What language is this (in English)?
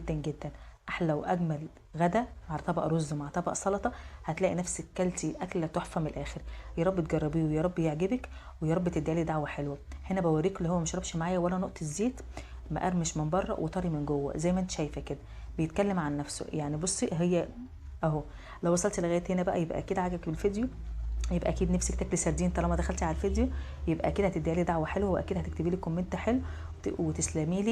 Egyptian Arabic